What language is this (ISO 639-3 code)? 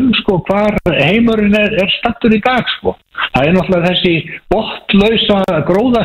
isl